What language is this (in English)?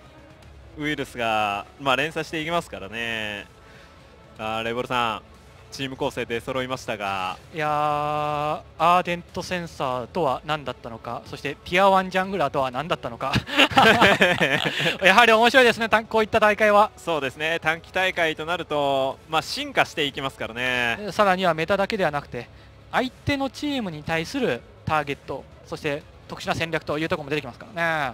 Japanese